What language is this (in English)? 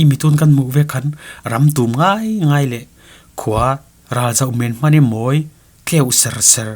Falam Chin